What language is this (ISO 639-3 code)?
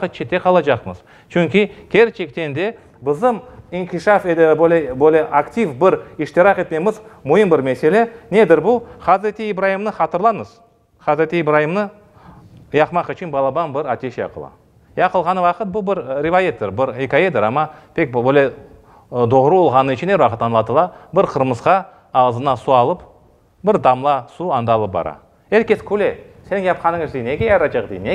crh